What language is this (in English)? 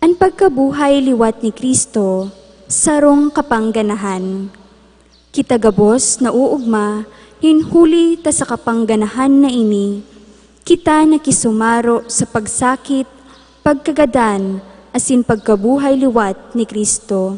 Bikol